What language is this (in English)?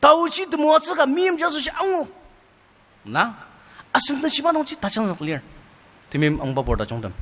Ao Naga